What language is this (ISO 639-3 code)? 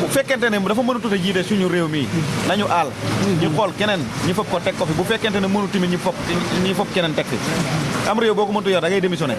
wol